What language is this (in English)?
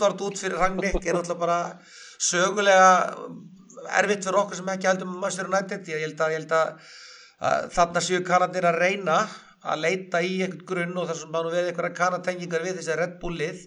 Icelandic